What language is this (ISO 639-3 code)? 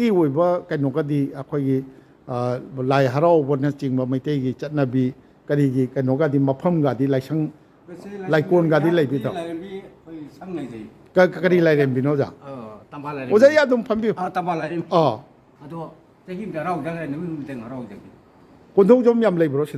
mni